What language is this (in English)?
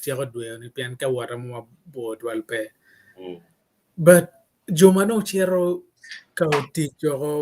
Acoli